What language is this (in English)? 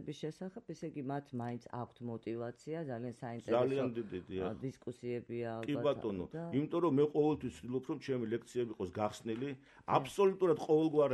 Georgian